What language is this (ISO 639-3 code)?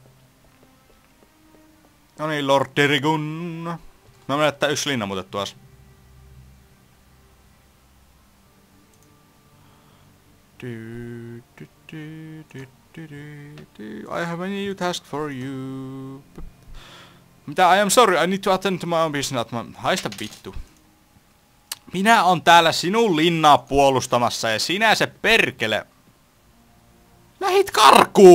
fin